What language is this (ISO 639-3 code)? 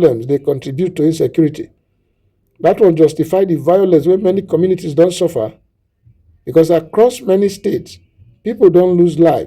pcm